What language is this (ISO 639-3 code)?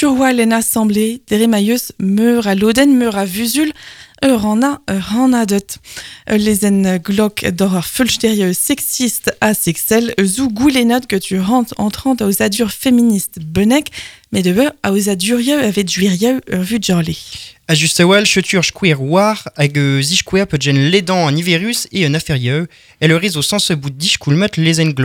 bre